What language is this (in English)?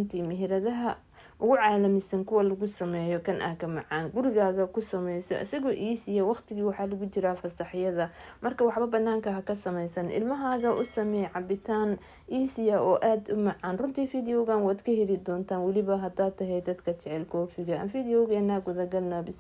Somali